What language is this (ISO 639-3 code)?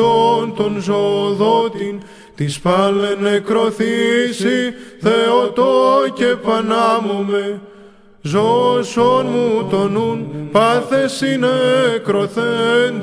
ell